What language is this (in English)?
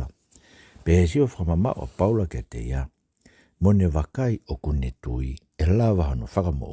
Tongan